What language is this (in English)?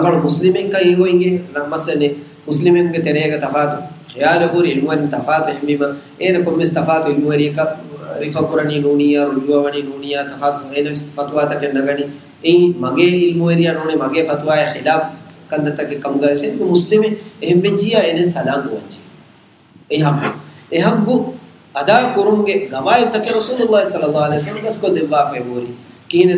Divehi